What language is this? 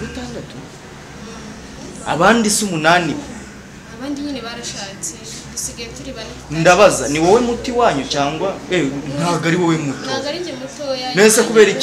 Kinyarwanda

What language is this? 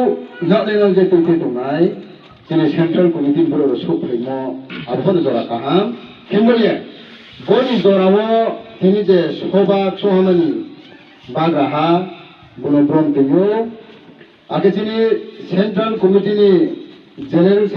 Riang (India)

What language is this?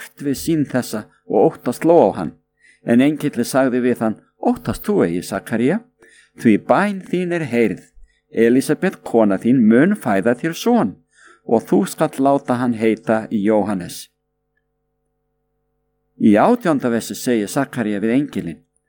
Icelandic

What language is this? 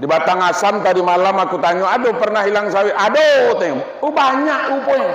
Minangkabau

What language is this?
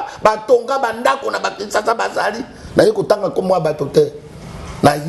Lingala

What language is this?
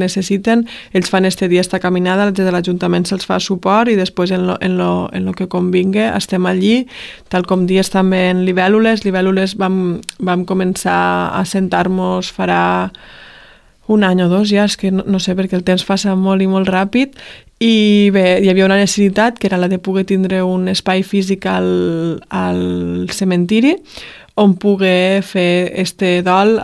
Catalan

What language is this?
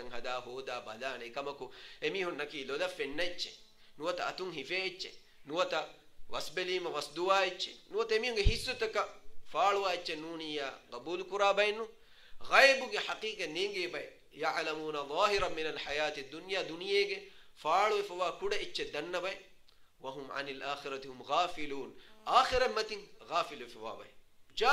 Divehi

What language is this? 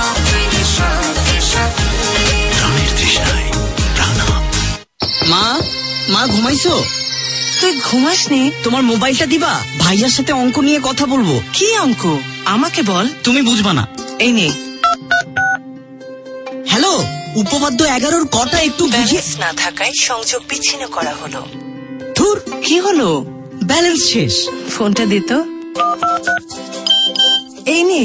Bangla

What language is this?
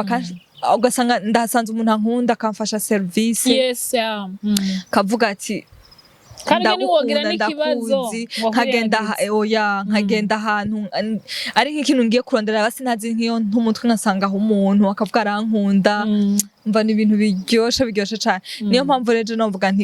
Rundi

